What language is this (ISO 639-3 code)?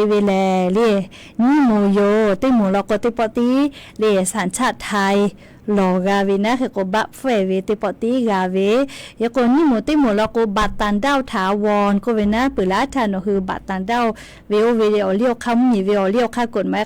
lhu